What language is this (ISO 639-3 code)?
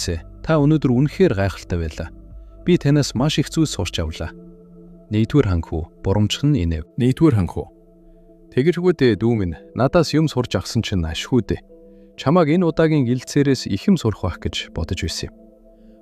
mon